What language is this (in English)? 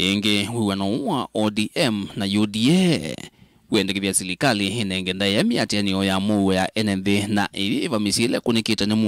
Kamba